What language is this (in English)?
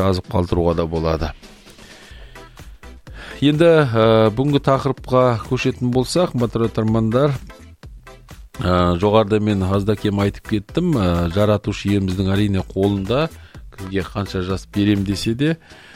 Kazakh